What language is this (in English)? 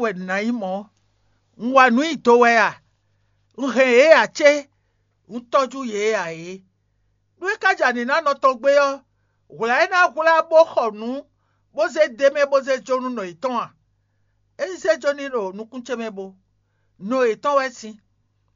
Fon